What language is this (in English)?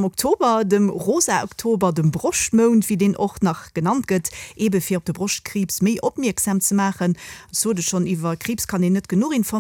Luxembourgish